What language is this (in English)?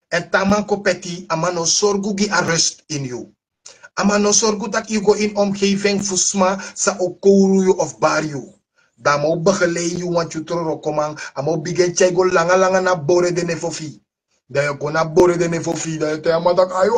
Sranan Tongo